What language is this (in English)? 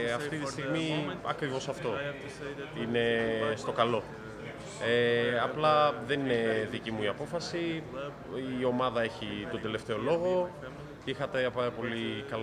Greek